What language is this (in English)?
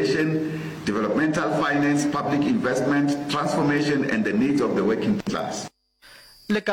Northern Sotho